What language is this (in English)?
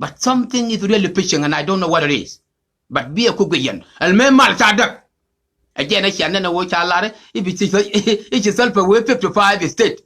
Nuer